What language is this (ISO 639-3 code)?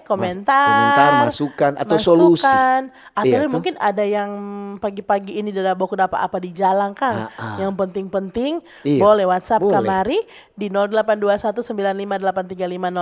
xmm